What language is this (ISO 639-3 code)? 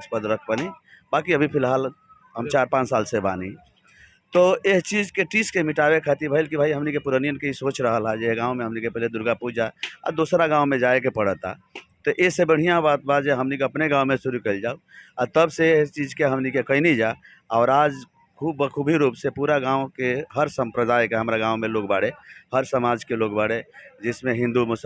bho